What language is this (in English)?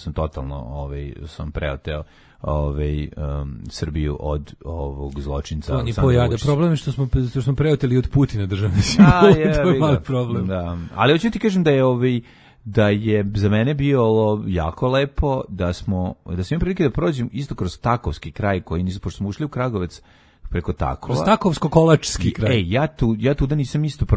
Serbian